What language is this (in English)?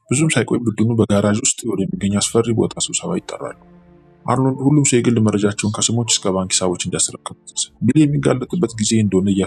Amharic